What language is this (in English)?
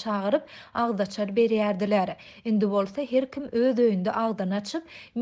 Turkmen